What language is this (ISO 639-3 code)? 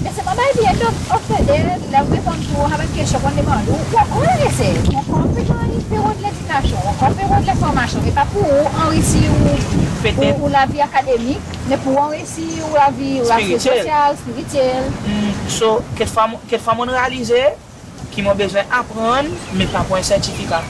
crs